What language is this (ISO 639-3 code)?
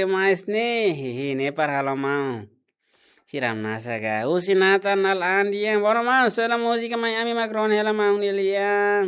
tet